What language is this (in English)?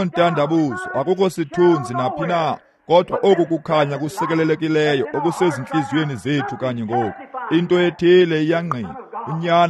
Xhosa